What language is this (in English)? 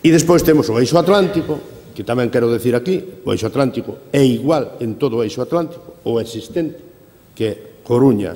Galician